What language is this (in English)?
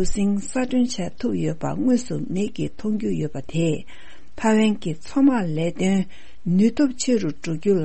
Tibetan